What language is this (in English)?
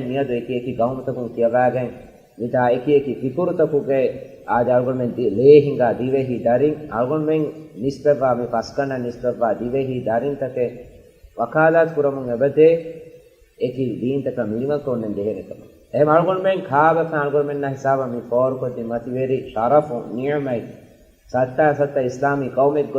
Divehi